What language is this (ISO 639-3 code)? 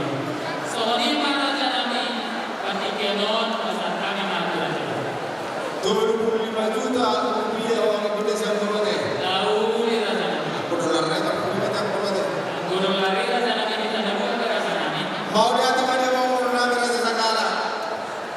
bbc